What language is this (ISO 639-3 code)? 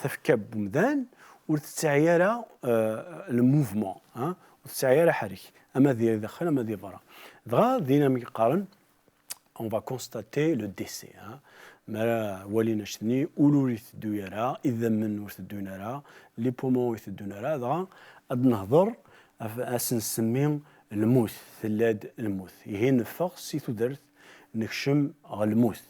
kab